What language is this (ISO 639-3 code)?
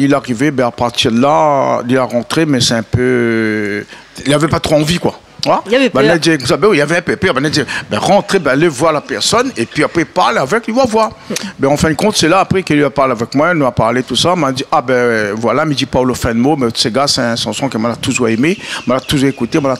rcf